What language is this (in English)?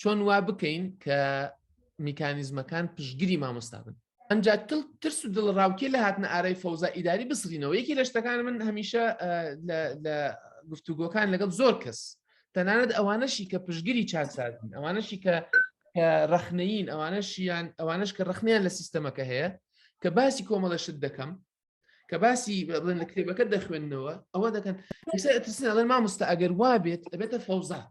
Central Kurdish